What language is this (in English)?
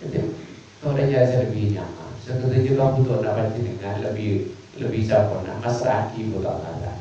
Madurese